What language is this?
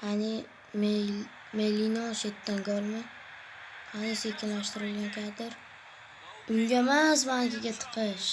Uzbek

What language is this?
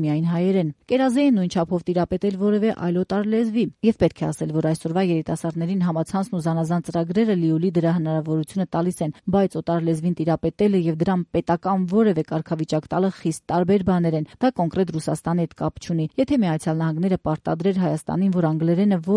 Armenian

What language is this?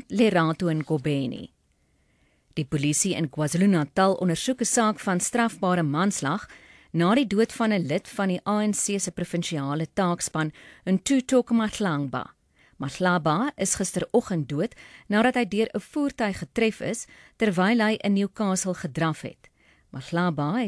Afrikaans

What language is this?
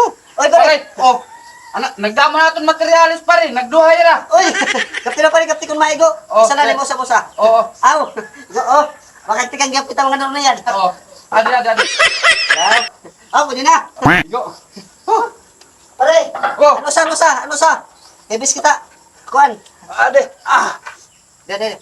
Waray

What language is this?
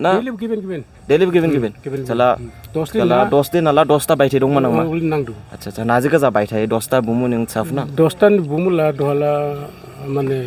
Dimasa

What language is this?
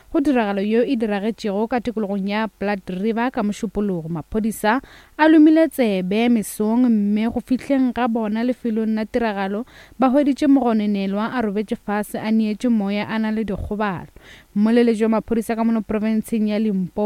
Northern Sotho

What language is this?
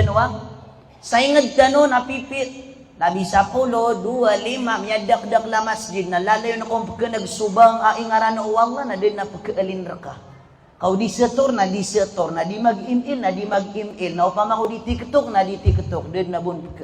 Maranao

